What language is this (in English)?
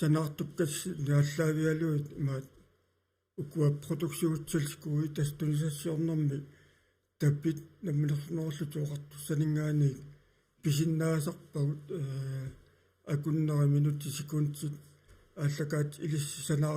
Kalaallisut